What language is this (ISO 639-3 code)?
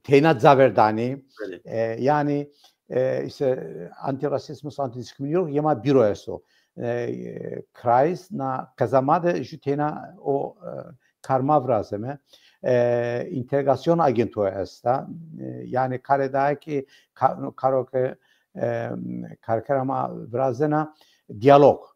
zza